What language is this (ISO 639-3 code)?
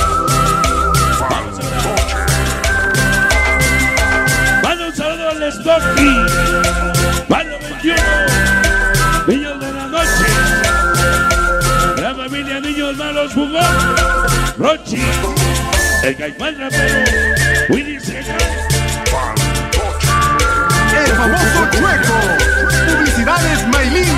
spa